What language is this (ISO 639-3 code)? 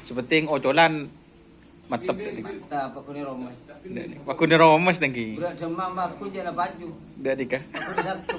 mad